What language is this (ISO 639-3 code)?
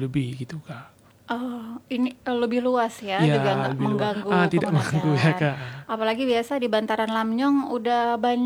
ind